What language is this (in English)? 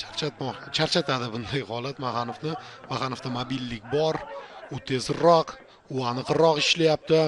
Uzbek